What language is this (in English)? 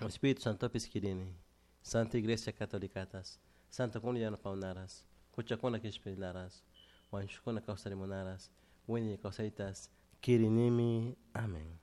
Chimborazo Highland Quichua